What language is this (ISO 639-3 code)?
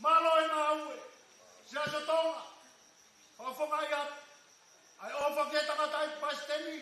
ton